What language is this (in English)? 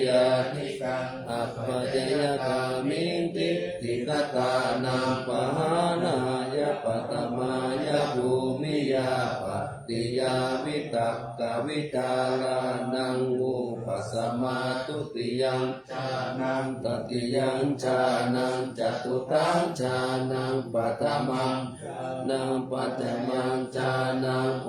Pali